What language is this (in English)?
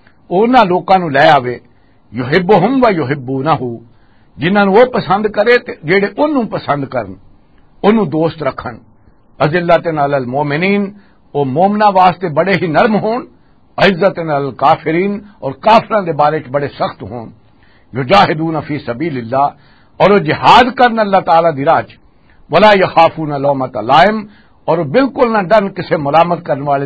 Western Panjabi